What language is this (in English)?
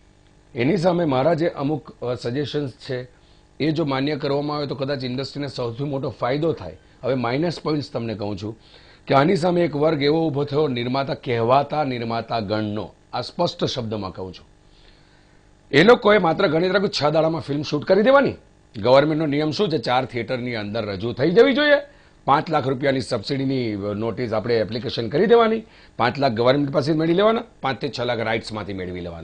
Gujarati